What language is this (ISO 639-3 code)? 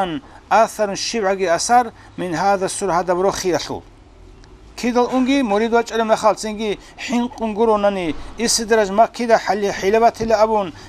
ava